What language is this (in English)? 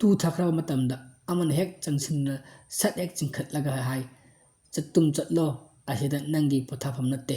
Manipuri